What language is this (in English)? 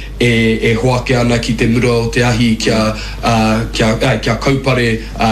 Māori